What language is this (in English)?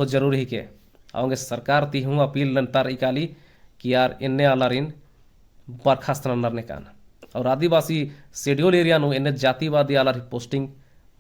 Kurukh